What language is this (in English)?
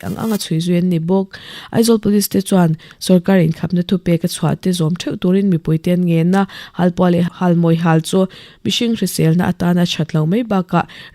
Mizo